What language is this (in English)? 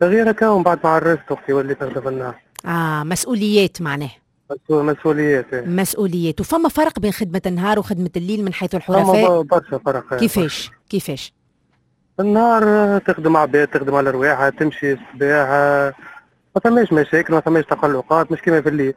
Tunisian Arabic